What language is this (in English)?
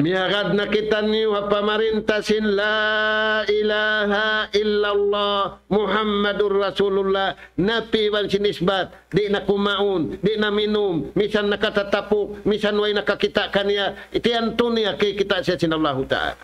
Tausug